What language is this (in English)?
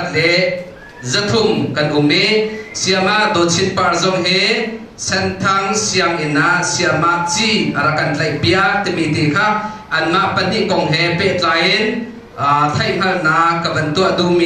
Hakha Chin